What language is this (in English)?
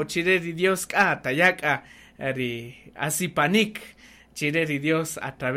Kaqchikel